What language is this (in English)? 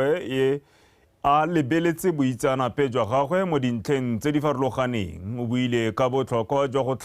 Tswana